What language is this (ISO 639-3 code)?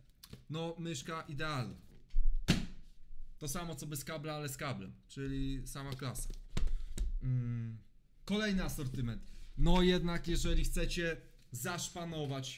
pol